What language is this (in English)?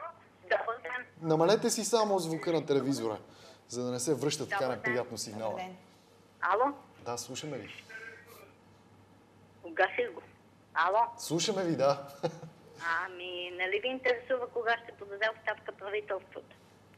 Bulgarian